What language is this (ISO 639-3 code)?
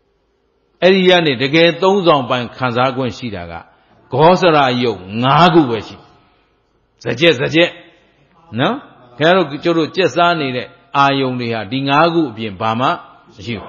mya